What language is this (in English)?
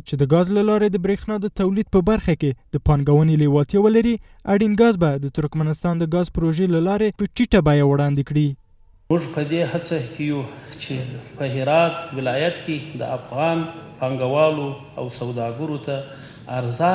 Pashto